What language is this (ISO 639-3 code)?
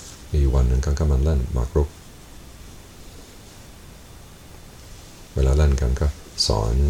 tha